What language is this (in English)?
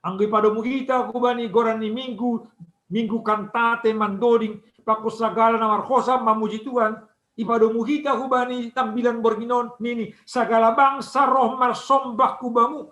Batak Simalungun